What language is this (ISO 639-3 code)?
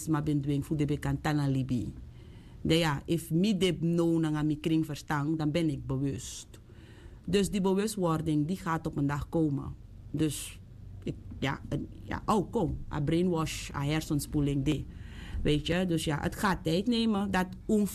srn